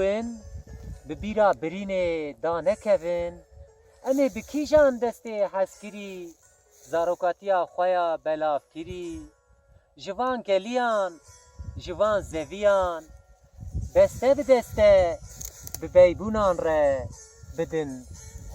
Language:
Kurdish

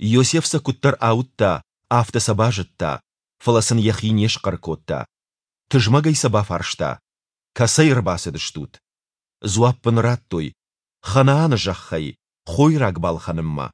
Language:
Ossetic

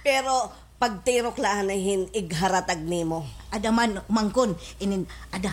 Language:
Waray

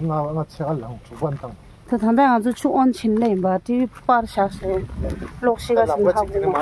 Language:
Tibetan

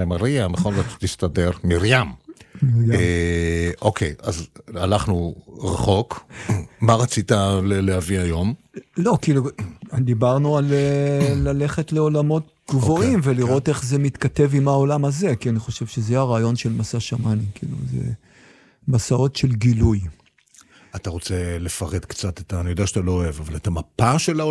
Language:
Hebrew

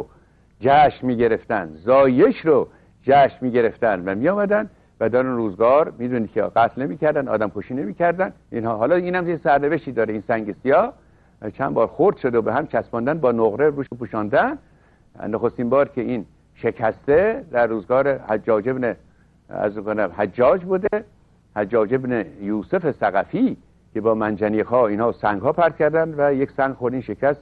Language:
Persian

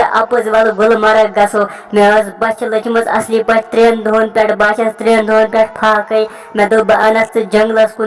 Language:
Kashmiri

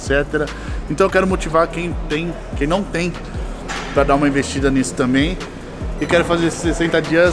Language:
Portuguese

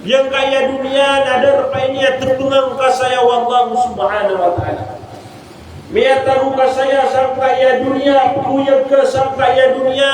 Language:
Maranao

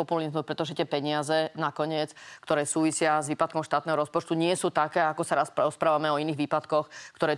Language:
Slovak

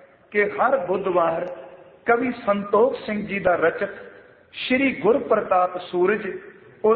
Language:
Punjabi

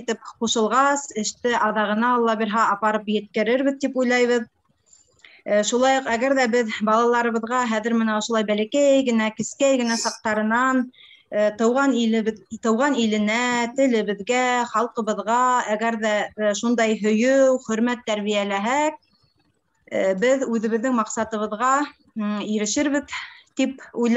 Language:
Bashkir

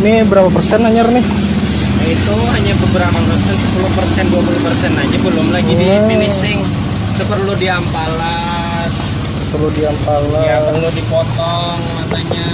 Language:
Banjar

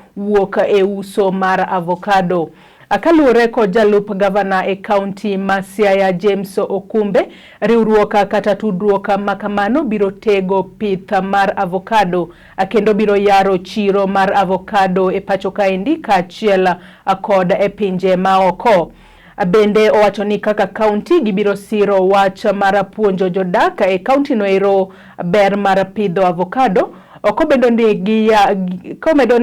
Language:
Luo (Kenya and Tanzania)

